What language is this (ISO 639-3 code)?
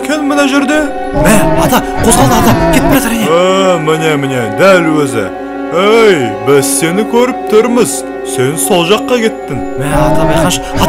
kaz